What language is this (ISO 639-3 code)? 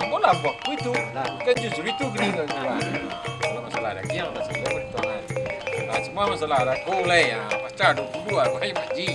min